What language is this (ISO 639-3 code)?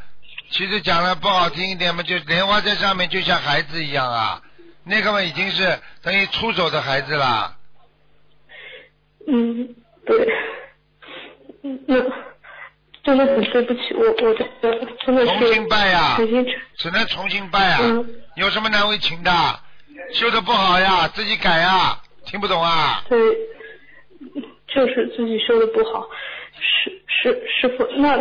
zho